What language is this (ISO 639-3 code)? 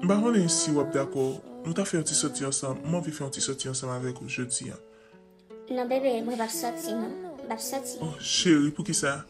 hat